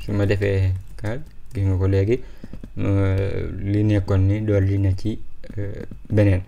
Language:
Wolof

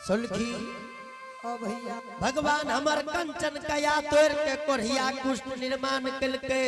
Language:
Angika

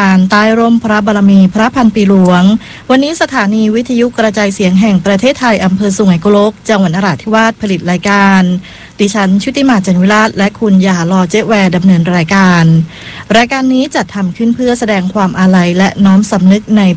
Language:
Thai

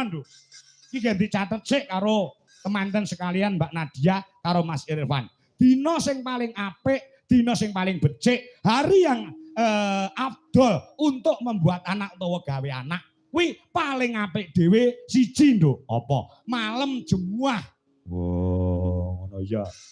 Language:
Javanese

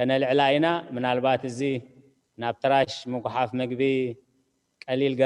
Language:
Tigrinya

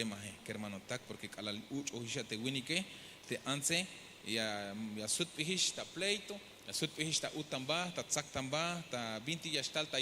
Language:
Tzeltal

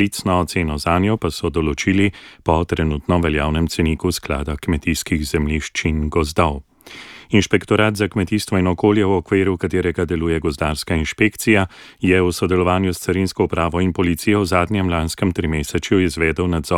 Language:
Slovenian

